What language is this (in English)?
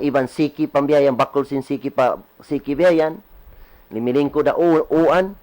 Tausug